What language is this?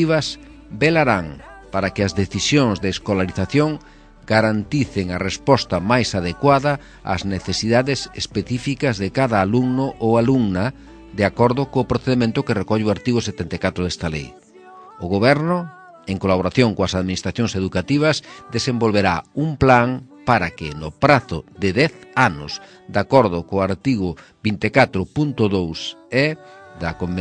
Galician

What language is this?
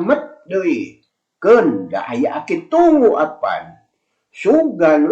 Sundanese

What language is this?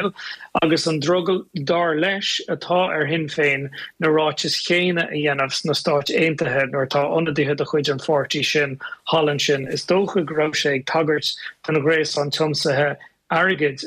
Irish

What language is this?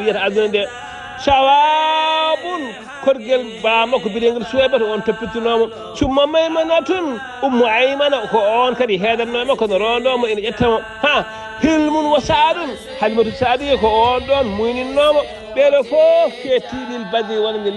Fula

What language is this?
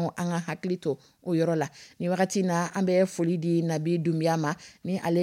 Dyula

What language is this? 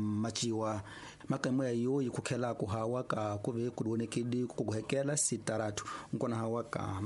Tsonga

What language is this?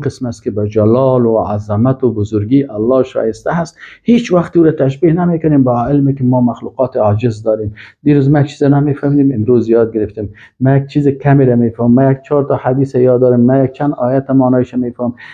Persian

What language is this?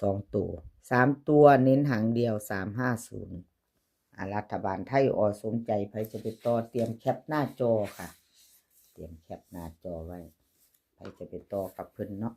Northeastern Thai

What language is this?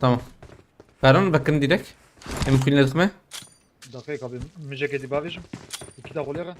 Kurdish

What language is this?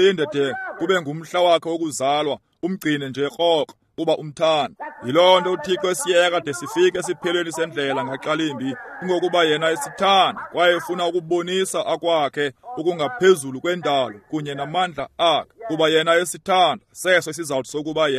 Xhosa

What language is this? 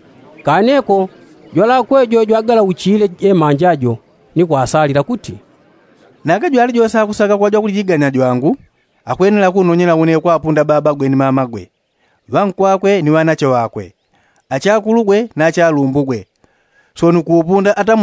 Yao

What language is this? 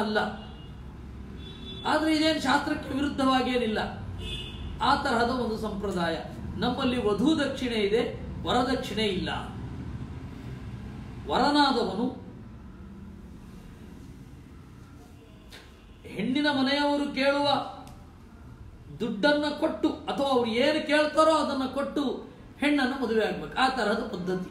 Kannada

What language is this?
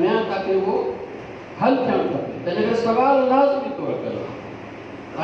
Sindhi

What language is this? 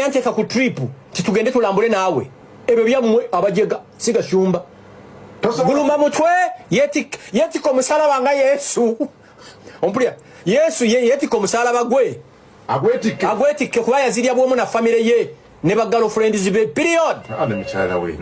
Ganda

